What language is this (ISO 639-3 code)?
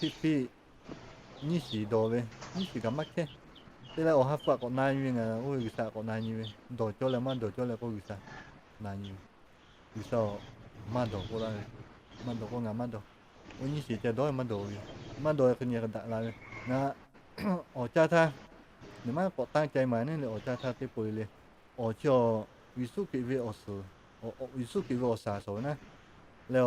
lhu